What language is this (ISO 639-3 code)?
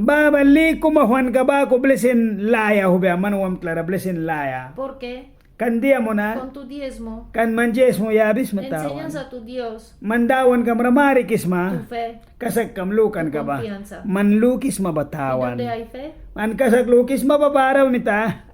miq